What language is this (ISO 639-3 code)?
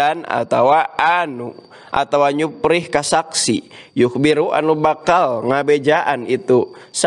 sun